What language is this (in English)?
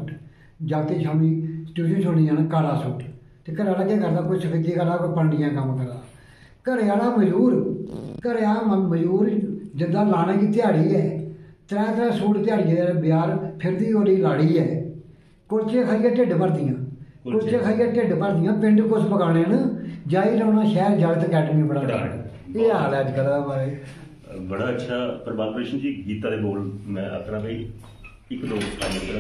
Dogri